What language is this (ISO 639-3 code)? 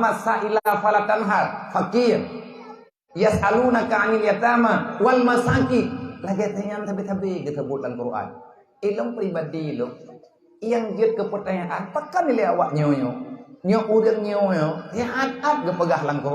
ace